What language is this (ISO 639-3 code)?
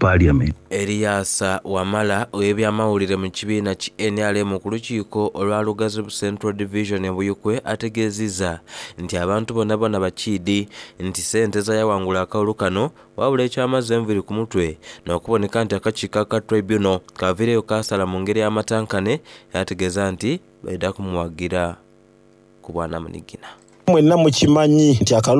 xog